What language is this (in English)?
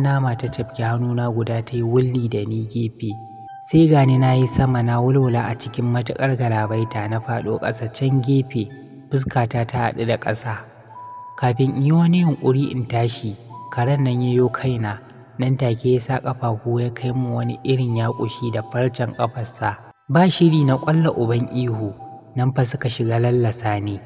Hausa